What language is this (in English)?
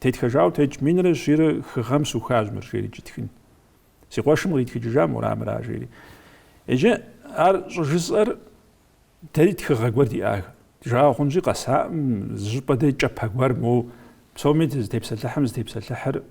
Kabardian